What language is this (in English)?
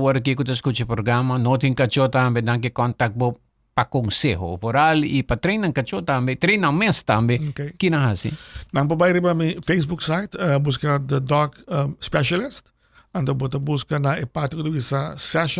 Papiamento